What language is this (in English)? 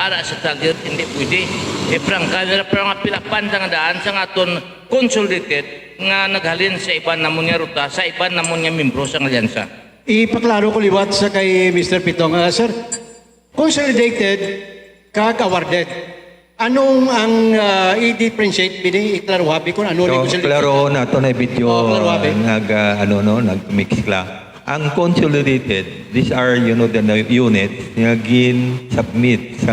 Hiligaynon